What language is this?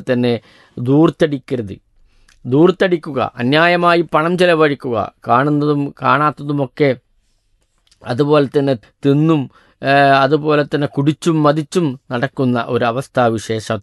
Malayalam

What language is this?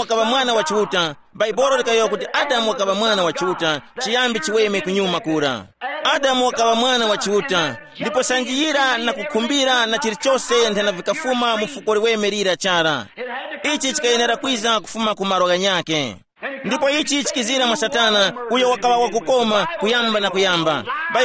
Tumbuka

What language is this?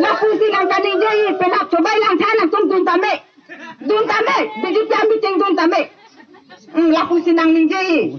Karbi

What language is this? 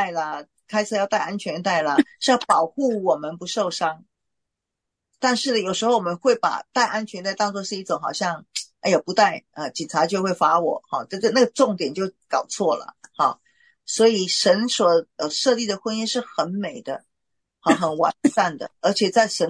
Chinese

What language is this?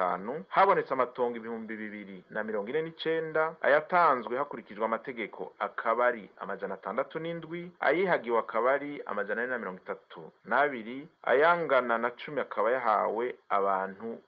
Rundi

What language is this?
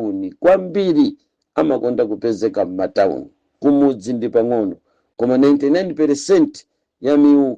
Nyanja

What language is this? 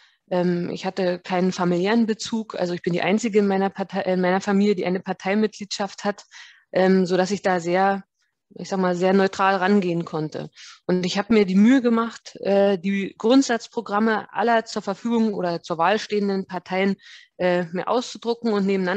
German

